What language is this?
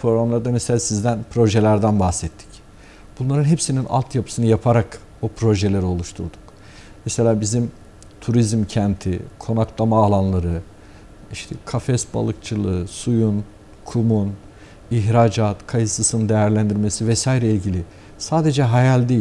Turkish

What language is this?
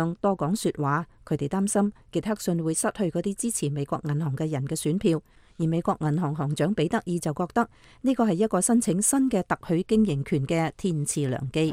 Cantonese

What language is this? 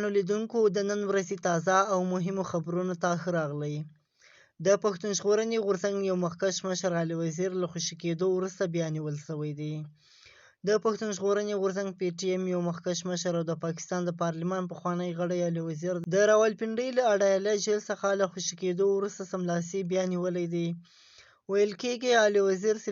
Pashto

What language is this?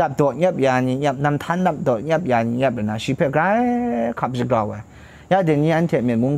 Kachin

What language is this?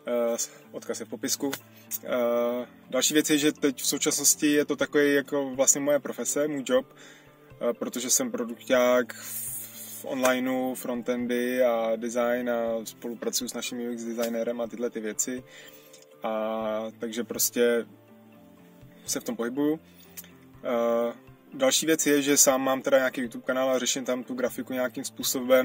Czech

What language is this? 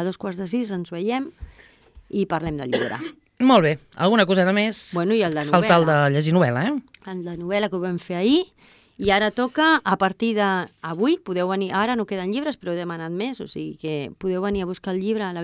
Catalan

